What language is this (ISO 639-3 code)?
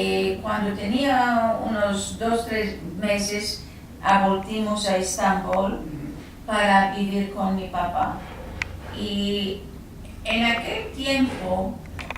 lad